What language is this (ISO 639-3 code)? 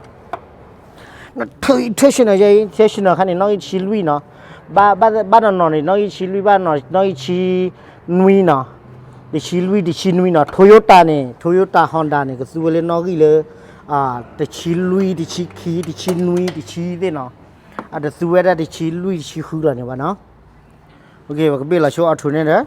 ksw